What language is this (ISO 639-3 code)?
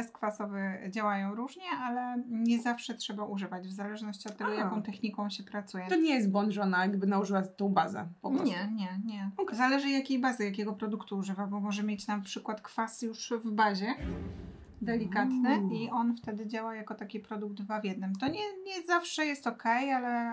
pol